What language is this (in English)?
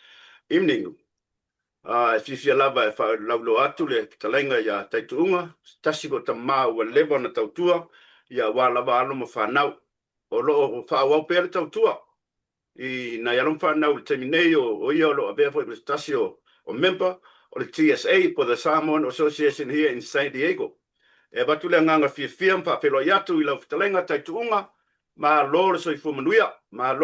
Samoan